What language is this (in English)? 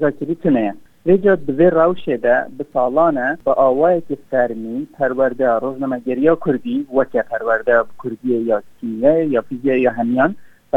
Kurdish